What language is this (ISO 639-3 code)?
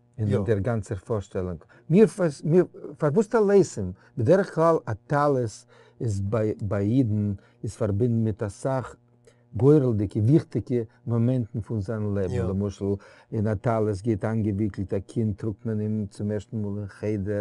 yid